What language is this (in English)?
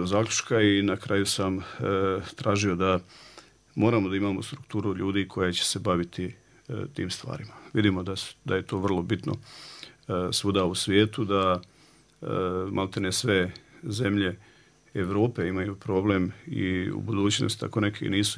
Bosnian